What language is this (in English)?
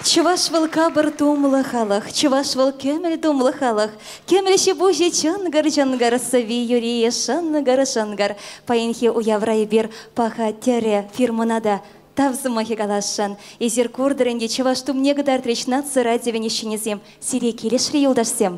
Chuvash